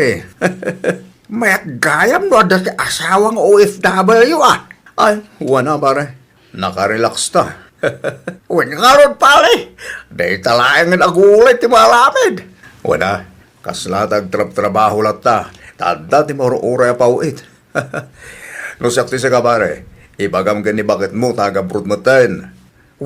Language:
Iloko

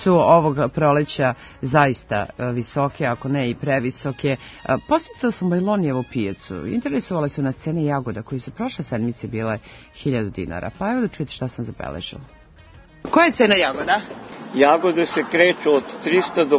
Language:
Serbian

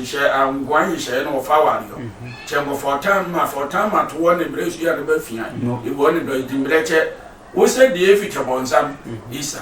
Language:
Sehwi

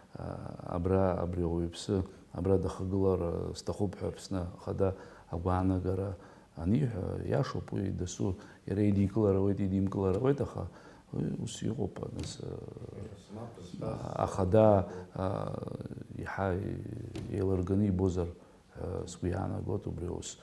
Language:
Abkhazian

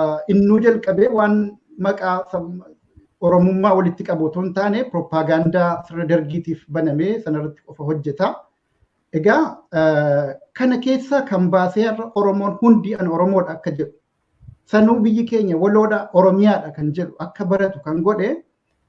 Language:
Oromo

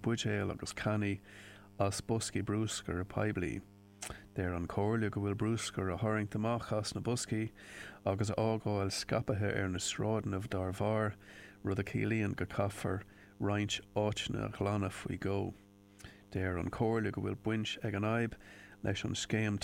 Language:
Irish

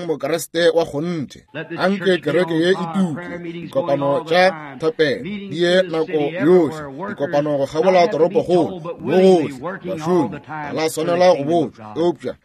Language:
Northern Sotho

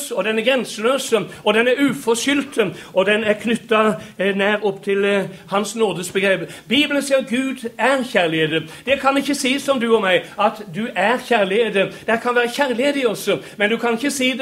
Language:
Norwegian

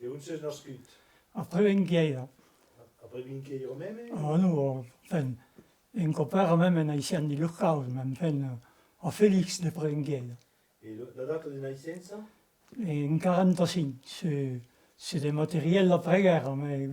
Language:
Occitan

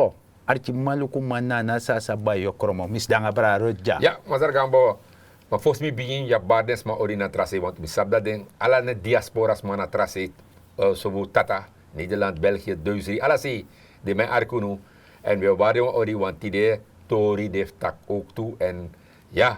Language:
Sranan Tongo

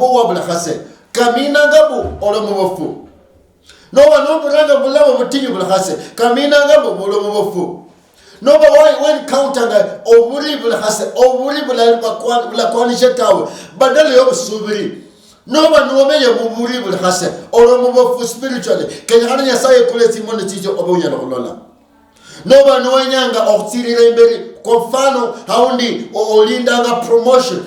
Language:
Luyia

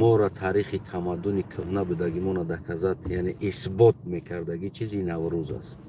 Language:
Tajik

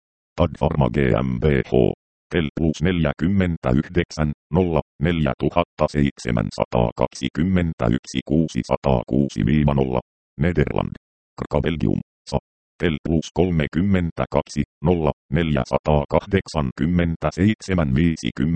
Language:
Finnish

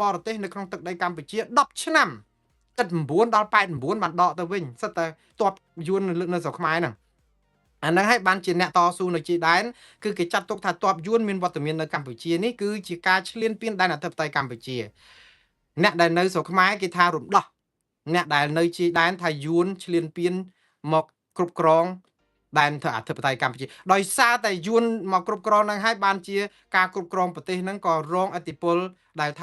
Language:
Khmer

